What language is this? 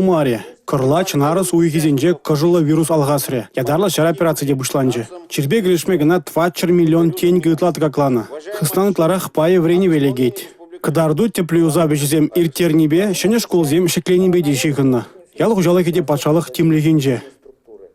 Chuvash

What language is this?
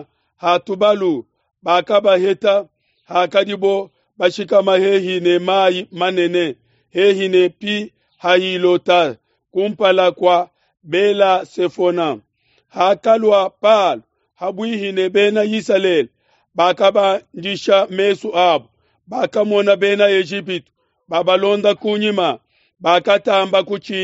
Luba-Lulua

